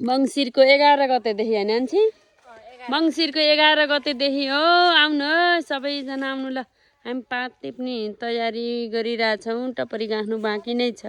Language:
Nepali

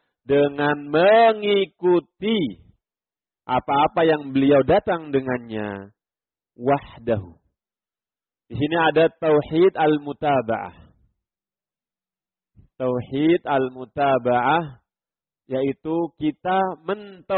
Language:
Indonesian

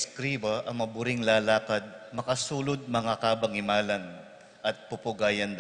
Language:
Pampanga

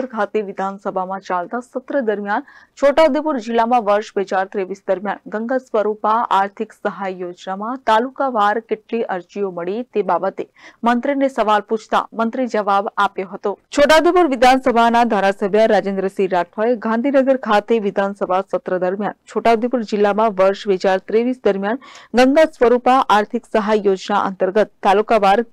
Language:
Gujarati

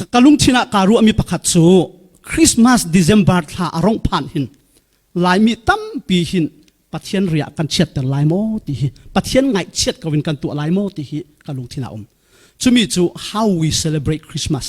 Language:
Falam Chin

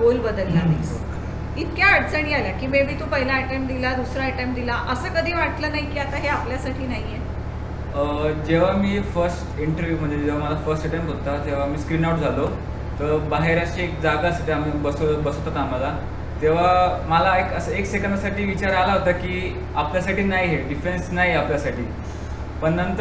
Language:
Marathi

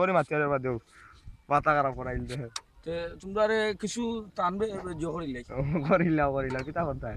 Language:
Sylheti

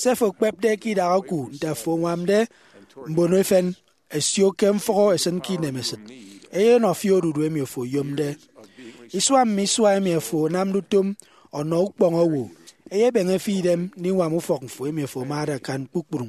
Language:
Efik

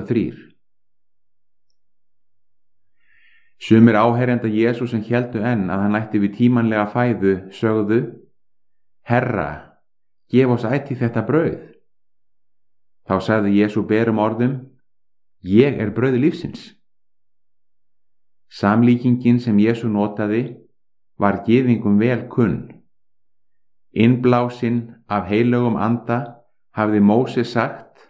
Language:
Icelandic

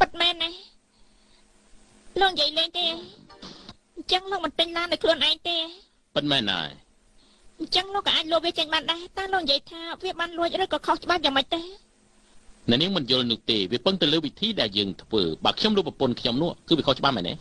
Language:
Khmer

